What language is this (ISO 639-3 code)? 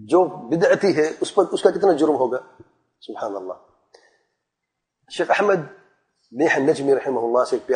urd